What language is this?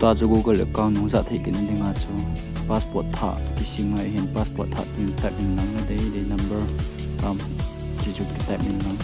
Thado Chin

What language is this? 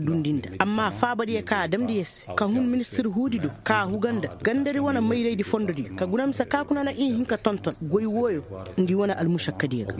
Koyraboro Senni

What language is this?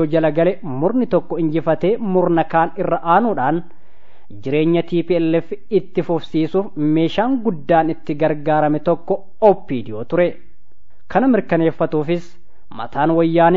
Oromo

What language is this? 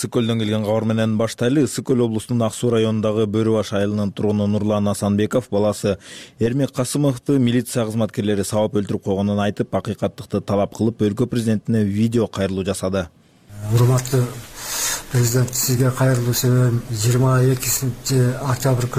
Kyrgyz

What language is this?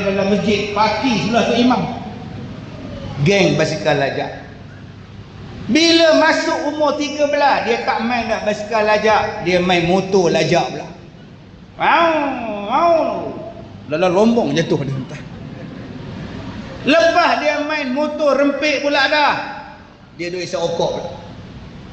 Malay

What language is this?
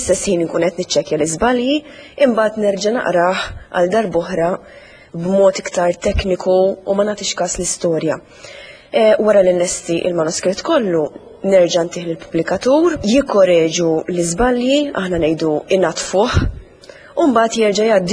Maltese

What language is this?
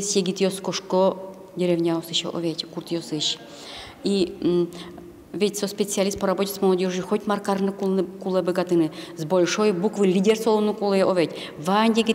Udmurt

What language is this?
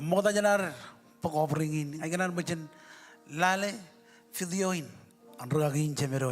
Marshallese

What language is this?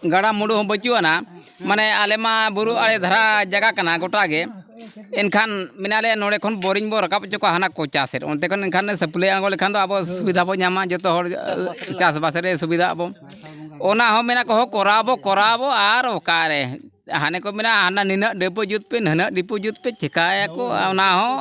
Santali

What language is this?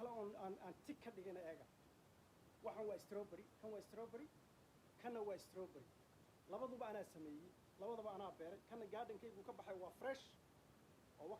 Somali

